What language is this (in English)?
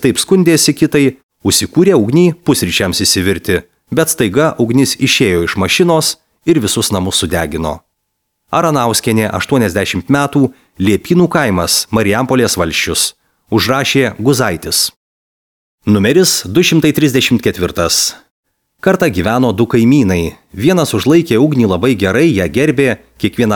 Lithuanian